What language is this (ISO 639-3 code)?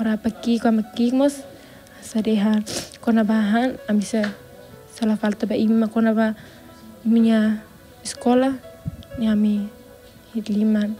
tet